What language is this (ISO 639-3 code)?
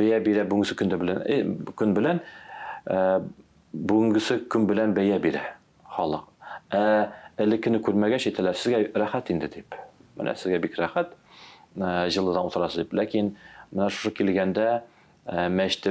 tat